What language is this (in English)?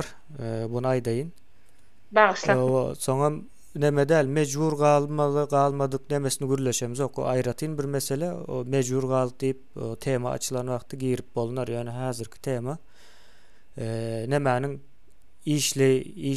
Turkmen